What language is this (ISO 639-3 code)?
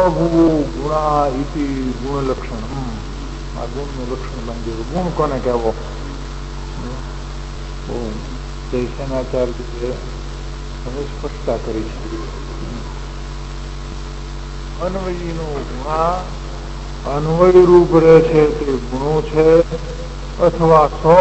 guj